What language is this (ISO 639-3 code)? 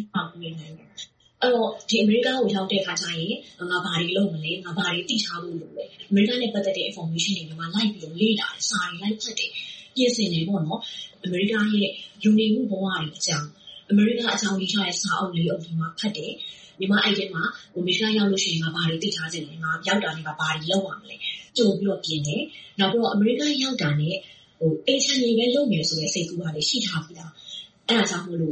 mya